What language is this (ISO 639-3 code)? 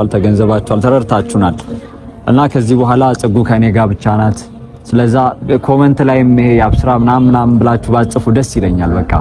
amh